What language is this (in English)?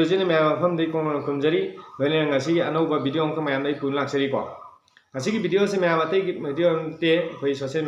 Manipuri